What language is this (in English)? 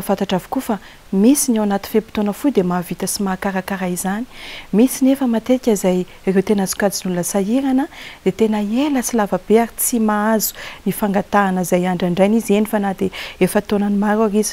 Malagasy